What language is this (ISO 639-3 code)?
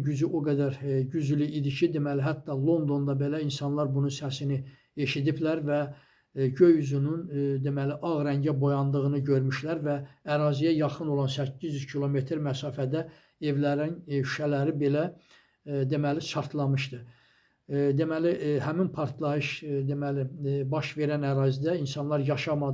aze